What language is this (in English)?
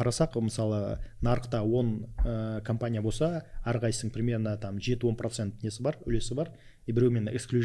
Kazakh